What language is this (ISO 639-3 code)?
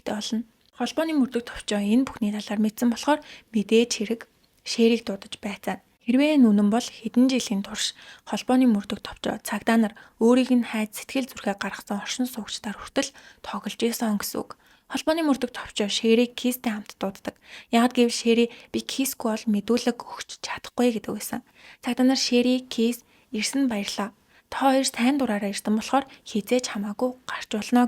mon